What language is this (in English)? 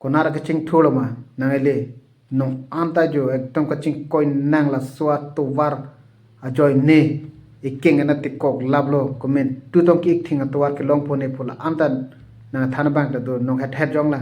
Karbi